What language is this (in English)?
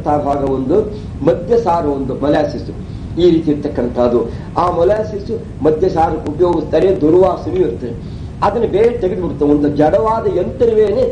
Kannada